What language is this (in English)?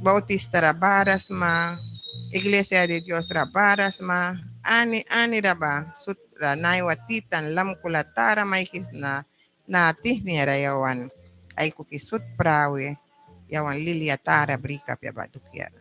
Mískito